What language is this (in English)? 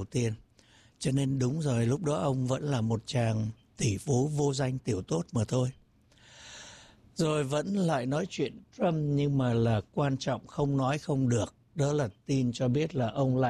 Vietnamese